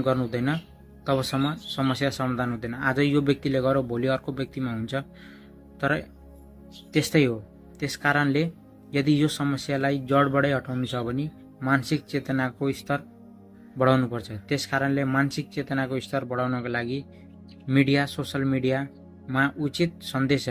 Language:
Nepali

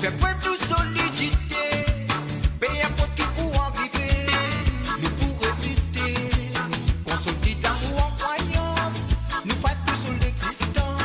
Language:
Morisyen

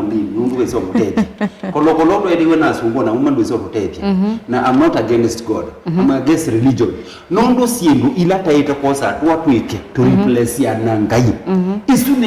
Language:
Kamba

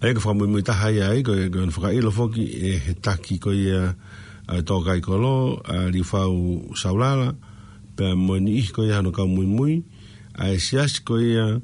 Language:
Tongan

